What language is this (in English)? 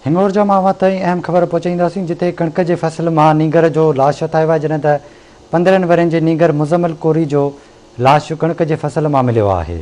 Sindhi